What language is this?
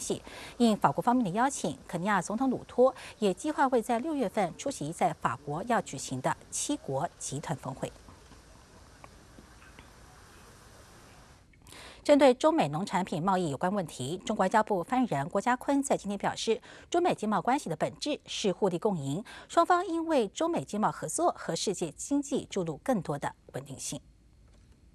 Chinese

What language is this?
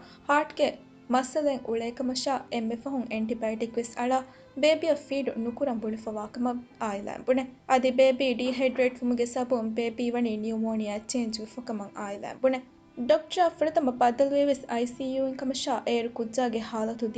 Divehi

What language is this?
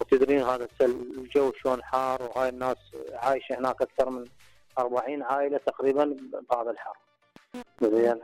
Mesopotamian Arabic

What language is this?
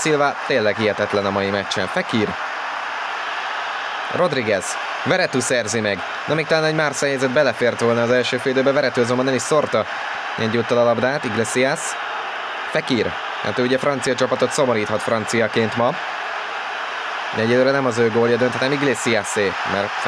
Hungarian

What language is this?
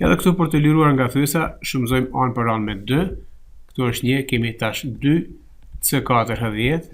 Albanian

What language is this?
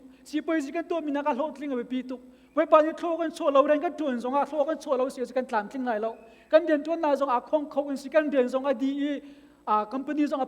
Hakha Chin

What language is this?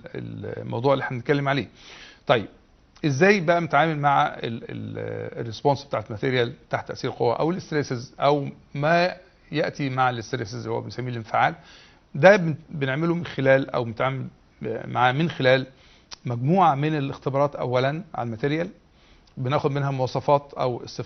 Egyptian Arabic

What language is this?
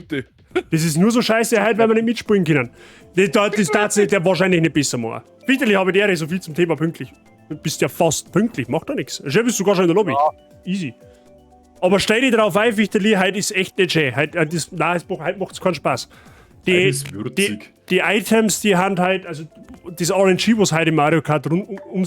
Bavarian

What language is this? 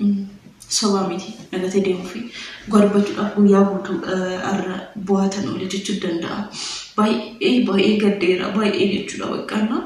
Oromo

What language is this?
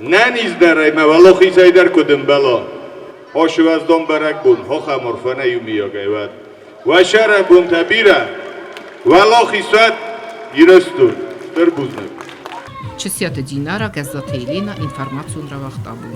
Ossetic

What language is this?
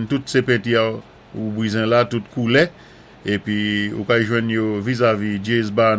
Saint Lucian Creole French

